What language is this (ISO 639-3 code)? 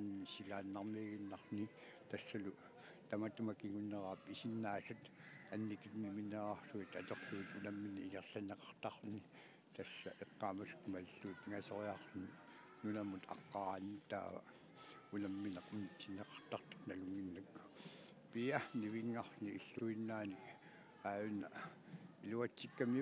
kal